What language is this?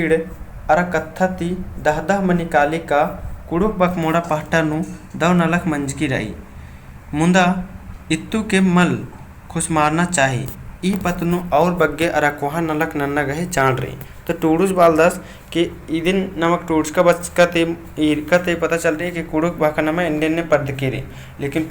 Kurukh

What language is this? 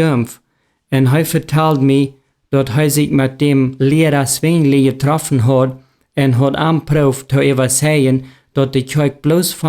Plautdietsch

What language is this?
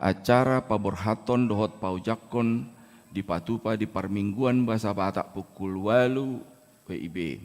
Batak Toba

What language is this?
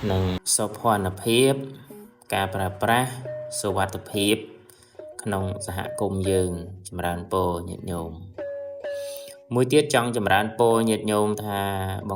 Khmer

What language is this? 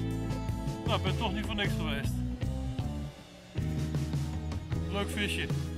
Dutch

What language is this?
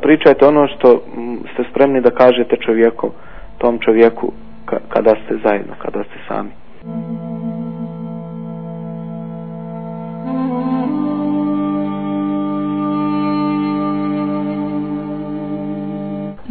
Bosnian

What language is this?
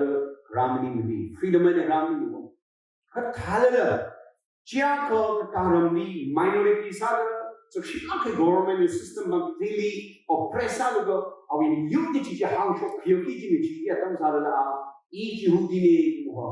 Tangkhul Naga (India)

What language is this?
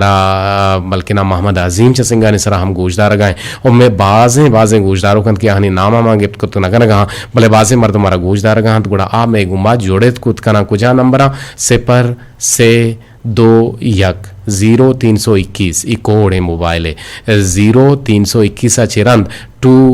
Eastern Balochi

